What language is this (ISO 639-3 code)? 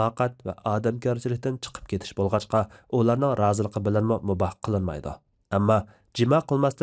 uig